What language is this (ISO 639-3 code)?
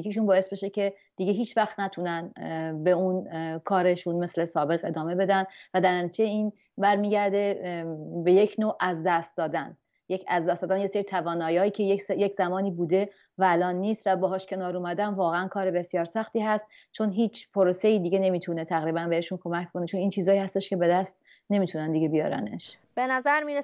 fas